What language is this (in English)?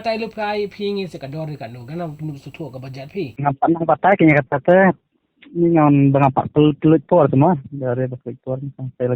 Khasi